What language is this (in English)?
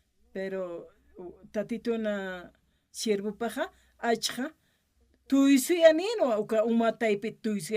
Aymara